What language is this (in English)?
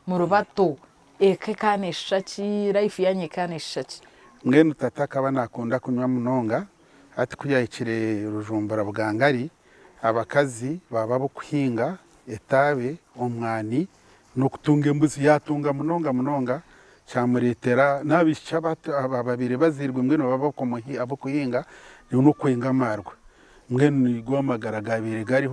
Nyankole